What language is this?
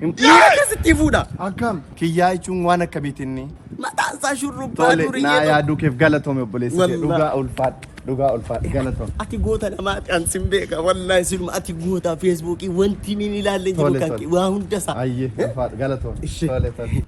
Oromo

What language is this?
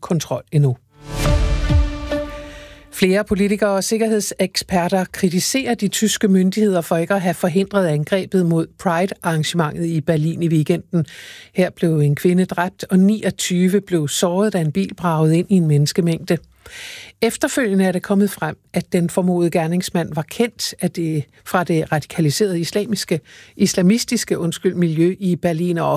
Danish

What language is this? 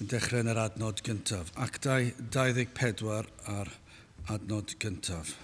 Welsh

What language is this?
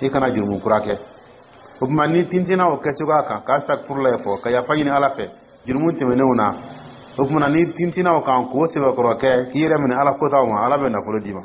Dyula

